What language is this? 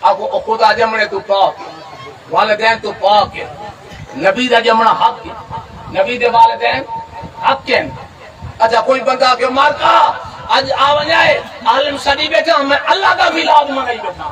Saraiki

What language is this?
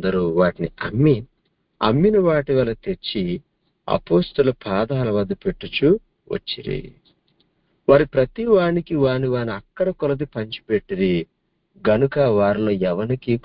Telugu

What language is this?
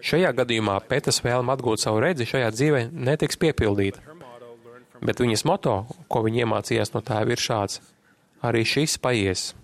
Latvian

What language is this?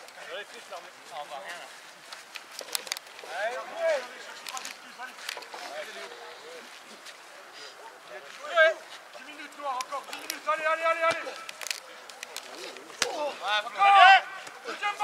French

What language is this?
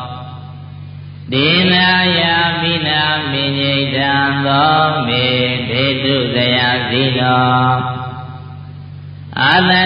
Burmese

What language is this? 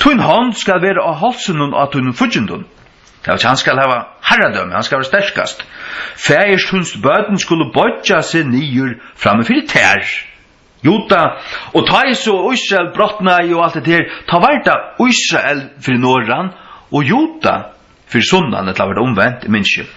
Faroese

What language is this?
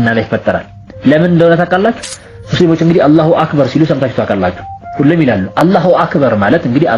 Amharic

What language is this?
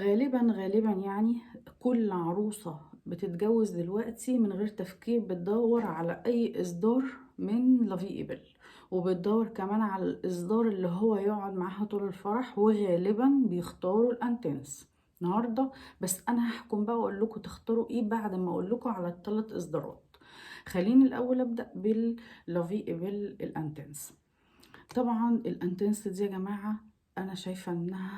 Egyptian Arabic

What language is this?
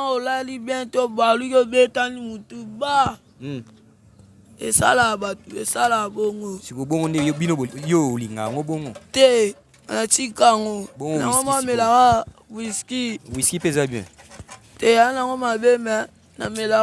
Lingala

